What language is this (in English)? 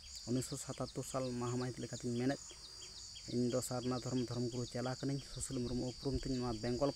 Santali